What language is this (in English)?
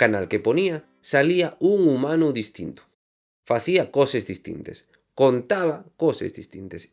Asturian